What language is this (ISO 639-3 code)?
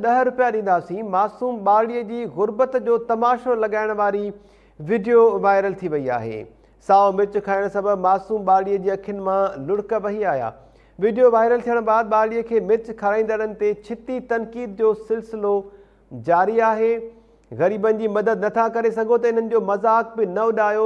snd